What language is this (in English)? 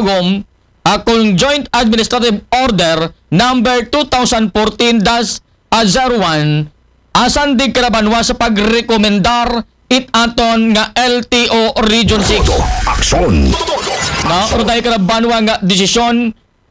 Aklanon